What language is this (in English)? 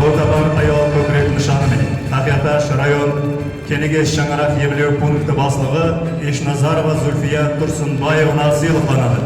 Kara-Kalpak